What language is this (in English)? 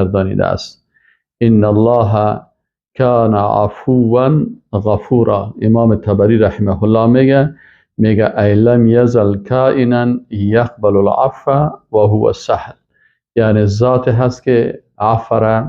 Persian